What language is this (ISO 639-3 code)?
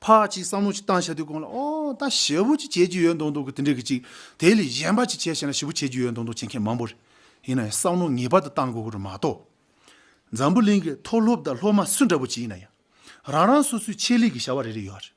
bod